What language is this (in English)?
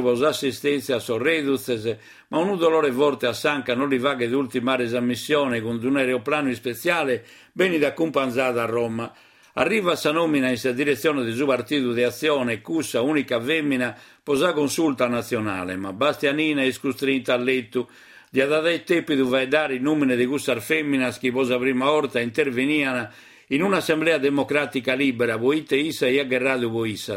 Sardinian